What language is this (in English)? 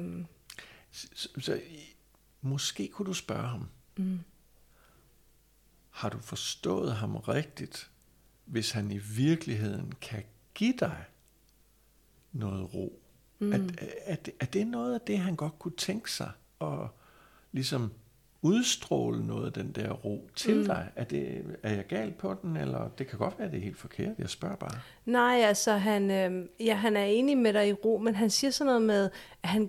Danish